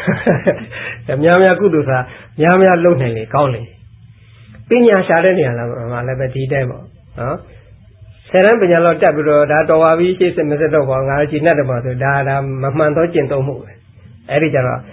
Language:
Burmese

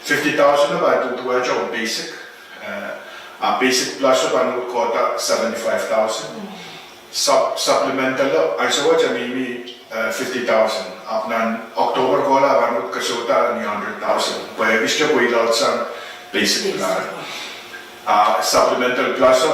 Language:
Pohnpeian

